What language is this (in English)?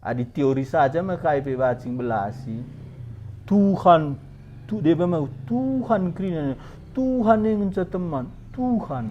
Batak Karo